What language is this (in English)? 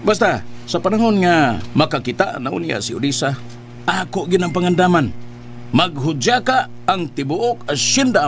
Cebuano